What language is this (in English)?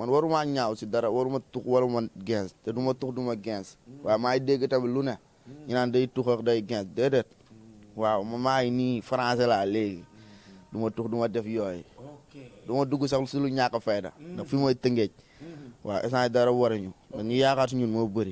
Wolof